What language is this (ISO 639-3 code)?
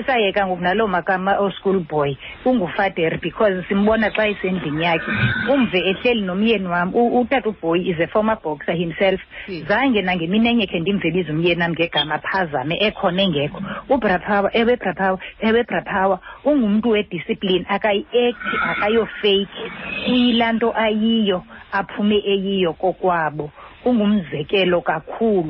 xho